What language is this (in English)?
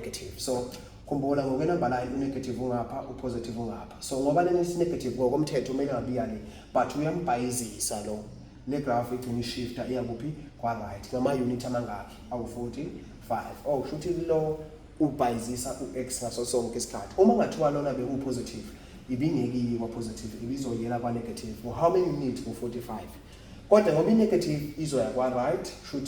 Zulu